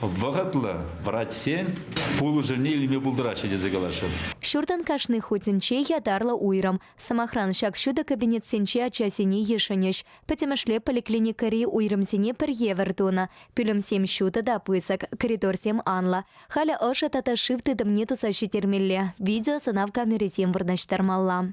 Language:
Chuvash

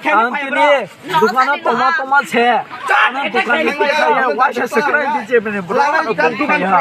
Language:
Kok Borok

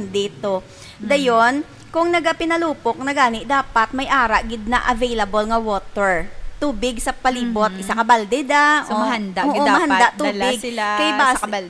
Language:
Hiligaynon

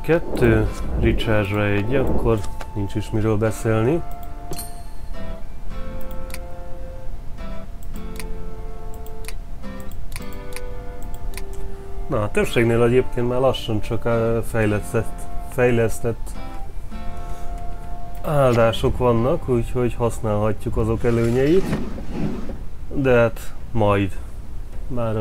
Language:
Hungarian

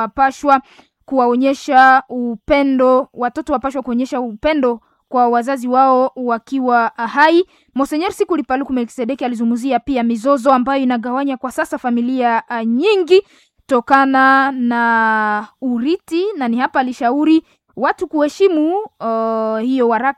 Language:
Swahili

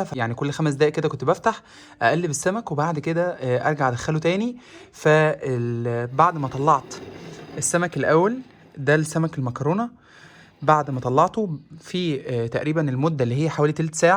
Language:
Egyptian Arabic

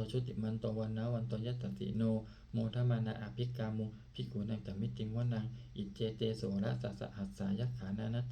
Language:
Pali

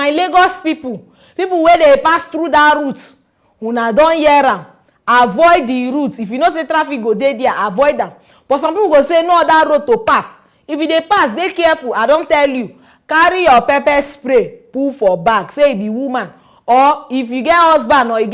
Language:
Nigerian Pidgin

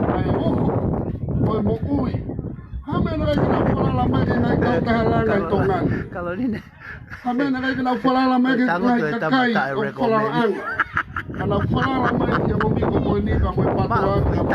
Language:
Tongan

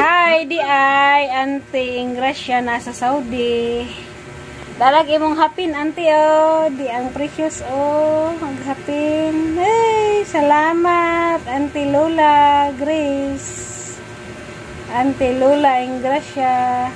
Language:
Cebuano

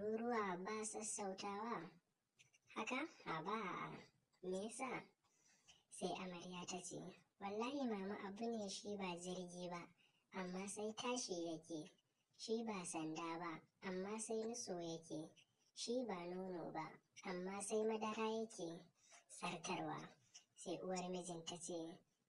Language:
Hausa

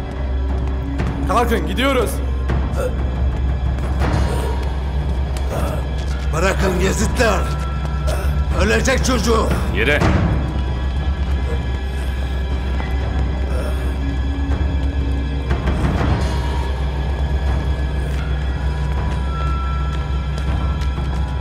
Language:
Turkish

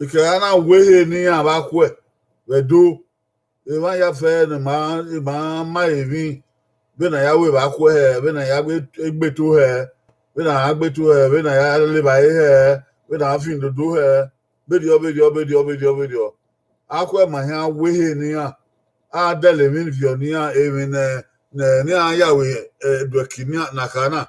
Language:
Bini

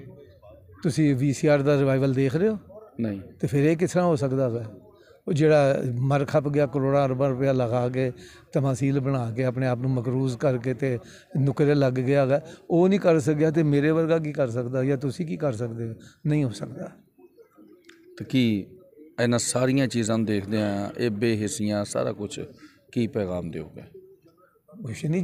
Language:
Punjabi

